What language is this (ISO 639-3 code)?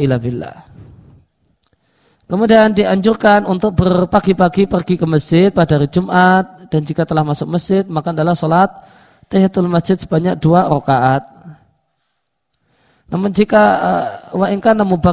ind